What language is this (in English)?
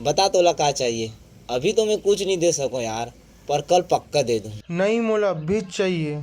Chhattisgarhi